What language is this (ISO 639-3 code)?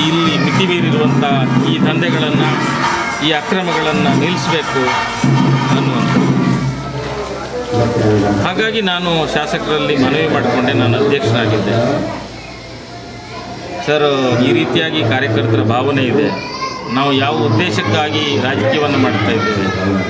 kan